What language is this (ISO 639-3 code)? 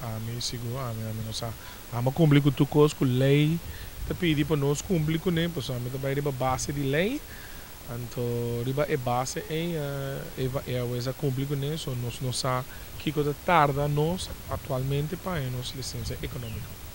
pap